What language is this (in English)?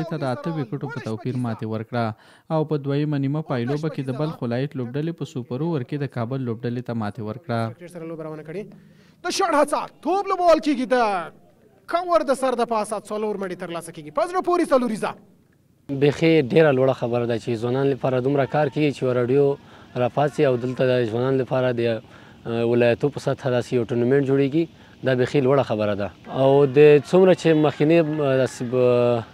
Pashto